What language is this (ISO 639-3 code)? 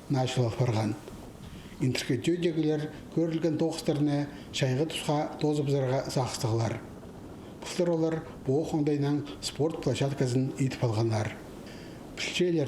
kjh